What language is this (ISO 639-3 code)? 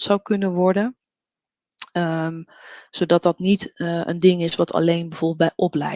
nld